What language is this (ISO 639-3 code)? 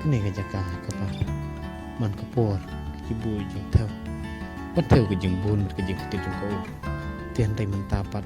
kha